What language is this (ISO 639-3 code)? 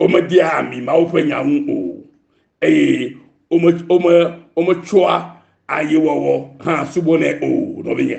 ewe